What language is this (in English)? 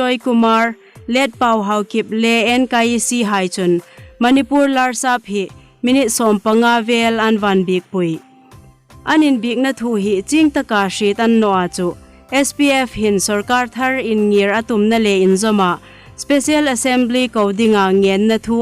Hmar